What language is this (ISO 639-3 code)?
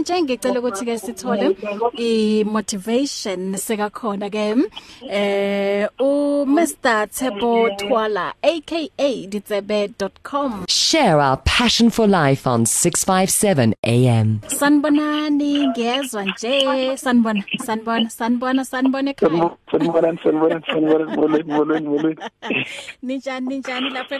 eng